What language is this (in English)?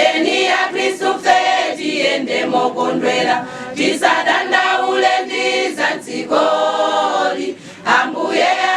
Nyanja